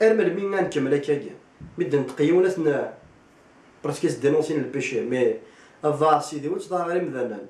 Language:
Kabyle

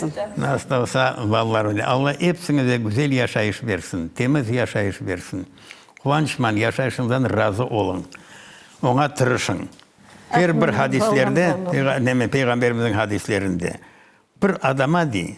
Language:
Crimean Tatar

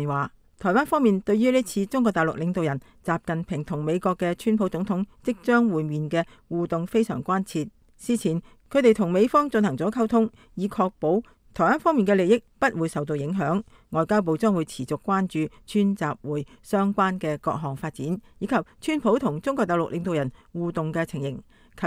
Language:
Cantonese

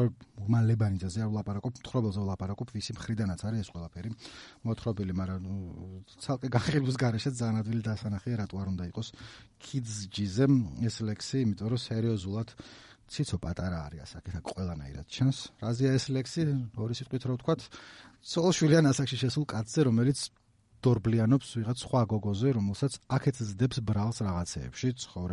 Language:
Georgian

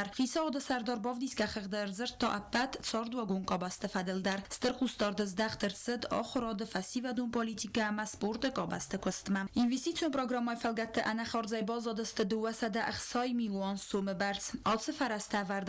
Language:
Ossetic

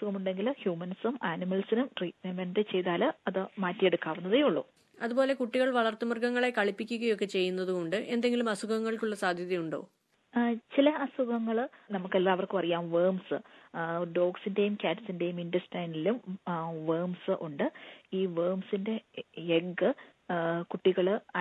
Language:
Malayalam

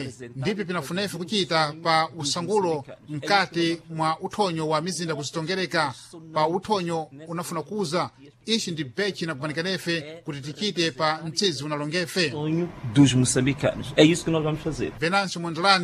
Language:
Sena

